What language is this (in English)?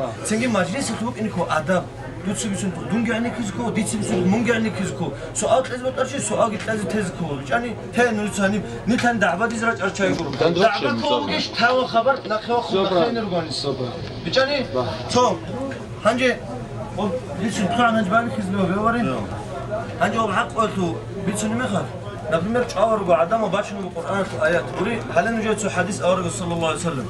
Avaric